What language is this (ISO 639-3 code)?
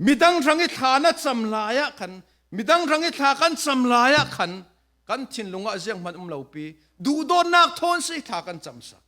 cfm